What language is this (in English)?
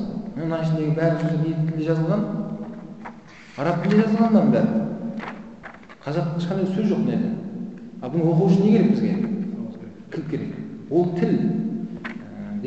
Kazakh